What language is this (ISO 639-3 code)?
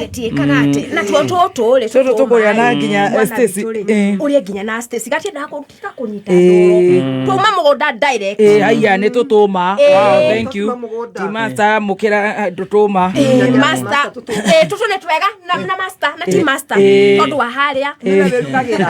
kik